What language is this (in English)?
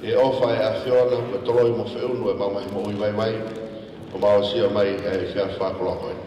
Tongan